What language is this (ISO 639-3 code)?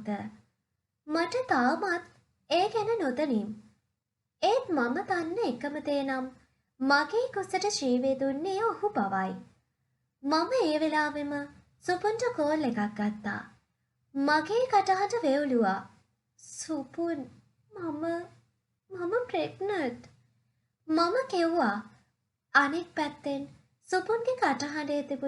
sin